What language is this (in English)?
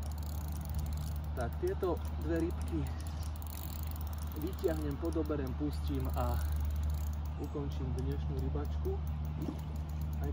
Slovak